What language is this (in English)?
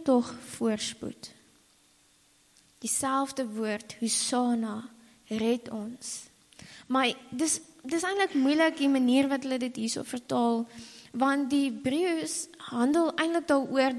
Afrikaans